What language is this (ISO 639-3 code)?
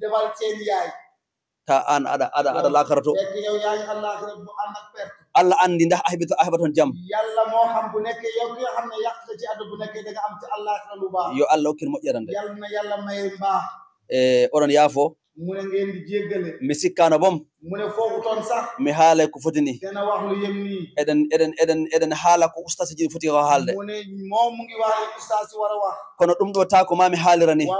ful